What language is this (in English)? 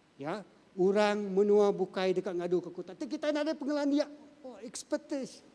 Iban